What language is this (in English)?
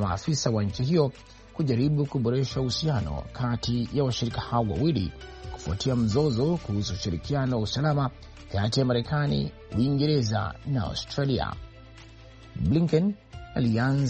Swahili